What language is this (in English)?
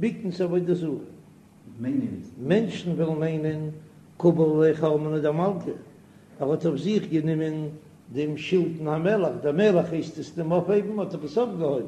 Yiddish